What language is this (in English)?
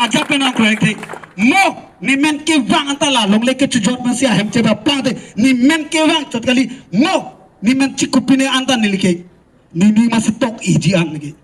Karbi